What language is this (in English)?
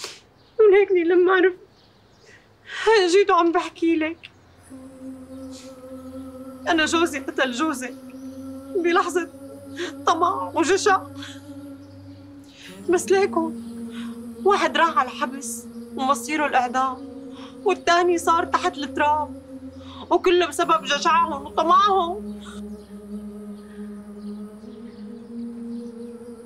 North Levantine Arabic